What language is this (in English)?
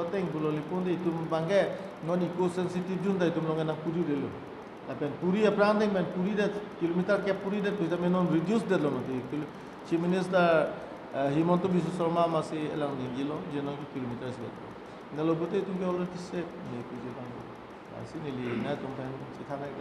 Karbi